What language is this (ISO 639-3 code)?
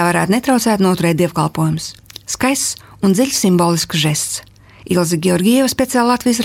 lav